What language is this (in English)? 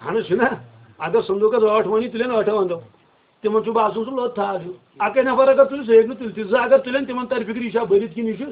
Kashmiri